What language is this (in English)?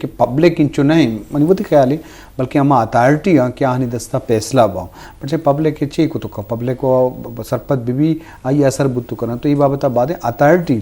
Eastern Balochi